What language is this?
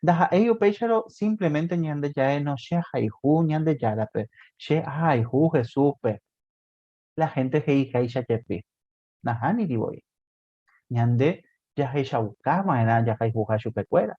Guarani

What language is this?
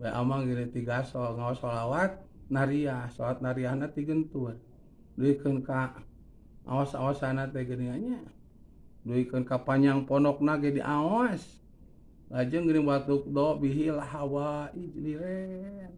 Sundanese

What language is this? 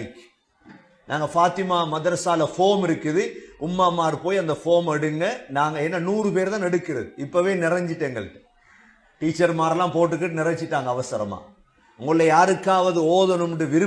Tamil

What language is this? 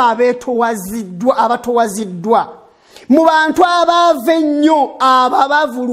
Ganda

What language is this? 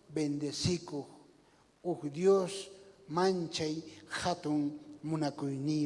South Bolivian Quechua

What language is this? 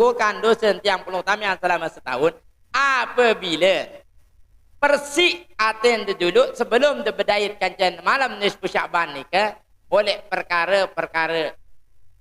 Sasak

